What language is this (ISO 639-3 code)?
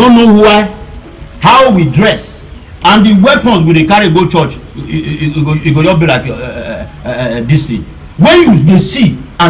pcm